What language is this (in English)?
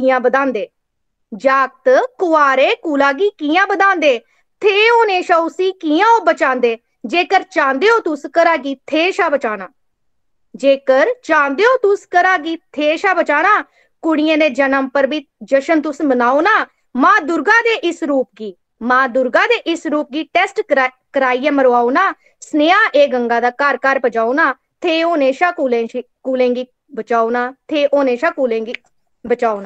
Dogri